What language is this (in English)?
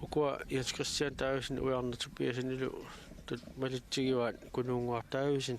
Kalaallisut